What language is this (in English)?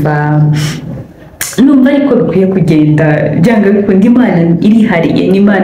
Kinyarwanda